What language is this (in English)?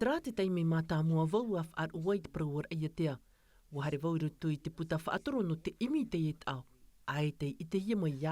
Tahitian